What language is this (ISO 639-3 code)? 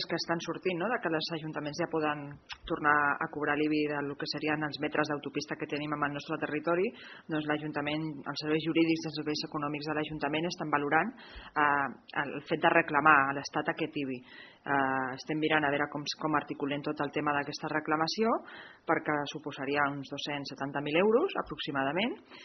cat